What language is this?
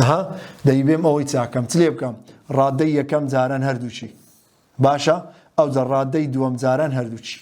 Central Kurdish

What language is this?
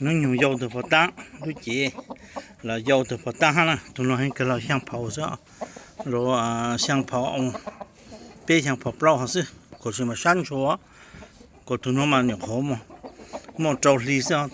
Hmong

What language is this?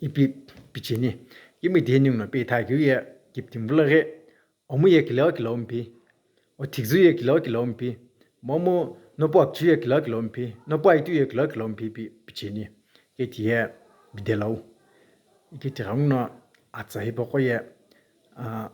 Sumi Naga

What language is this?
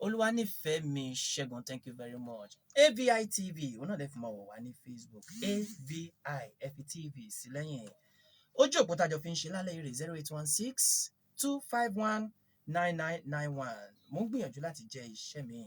Yoruba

